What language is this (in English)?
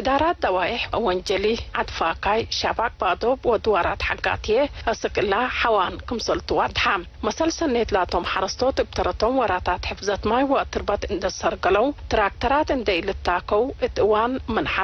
Tigre